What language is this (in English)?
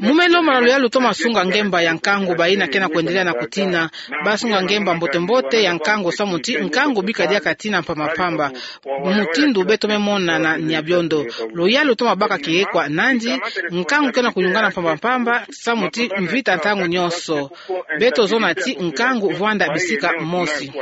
Kituba (Democratic Republic of Congo)